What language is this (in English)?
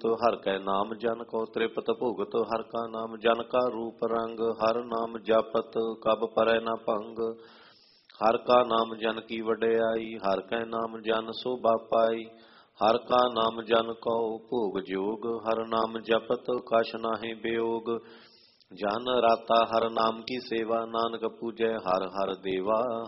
Punjabi